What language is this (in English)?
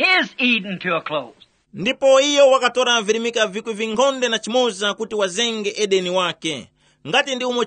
Tumbuka